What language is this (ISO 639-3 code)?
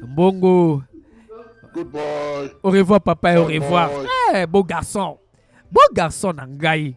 lin